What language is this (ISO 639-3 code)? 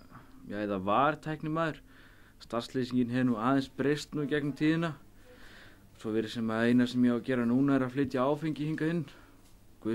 isl